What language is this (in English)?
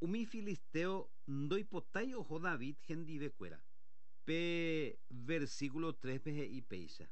Guarani